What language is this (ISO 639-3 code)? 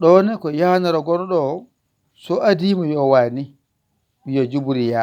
ful